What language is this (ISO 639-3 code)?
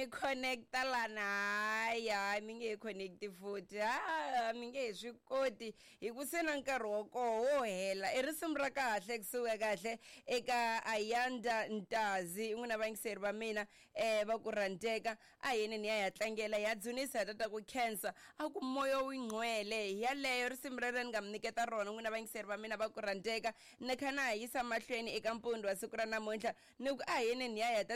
tso